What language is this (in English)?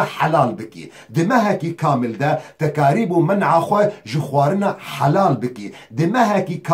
Kurdish